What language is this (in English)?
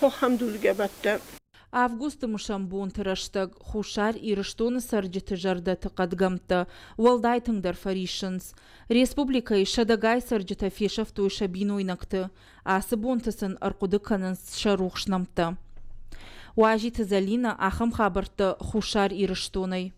Ossetic